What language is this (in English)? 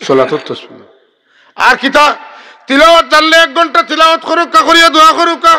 Sylheti